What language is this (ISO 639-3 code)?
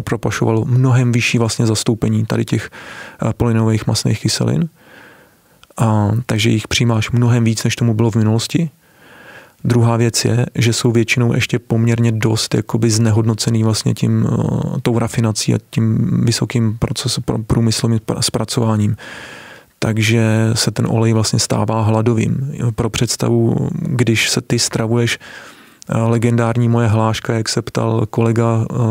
ces